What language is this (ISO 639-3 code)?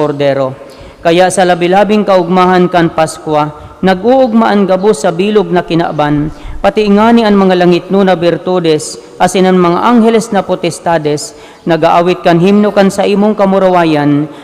bik